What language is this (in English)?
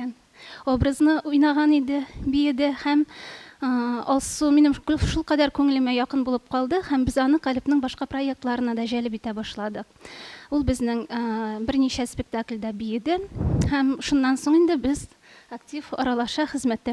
Tatar